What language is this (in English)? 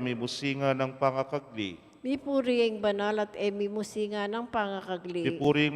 Pampanga